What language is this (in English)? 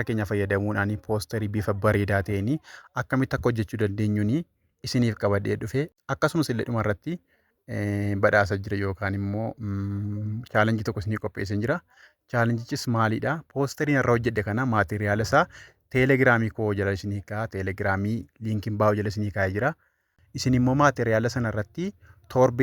Oromo